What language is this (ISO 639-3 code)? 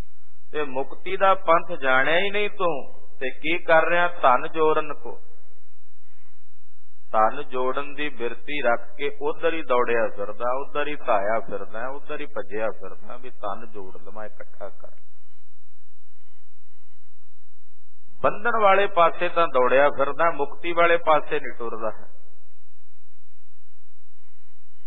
pan